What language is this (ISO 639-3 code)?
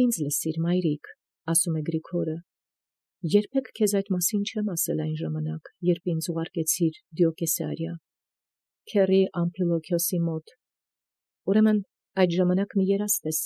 hye